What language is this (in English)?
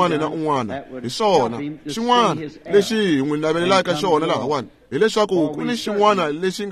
Tsonga